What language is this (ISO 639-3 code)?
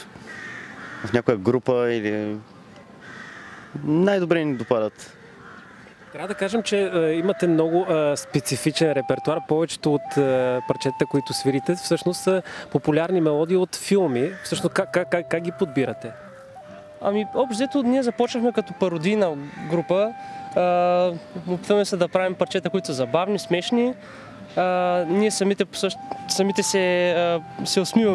bul